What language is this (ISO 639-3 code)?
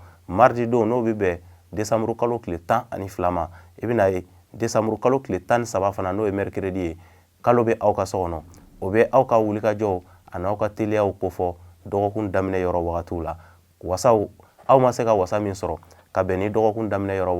bam